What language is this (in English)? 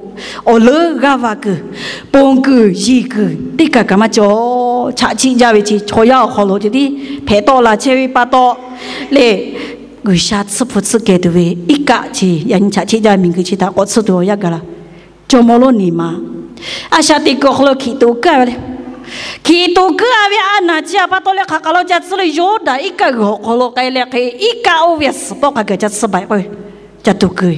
Lahu